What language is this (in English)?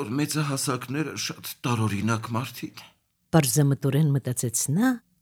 Armenian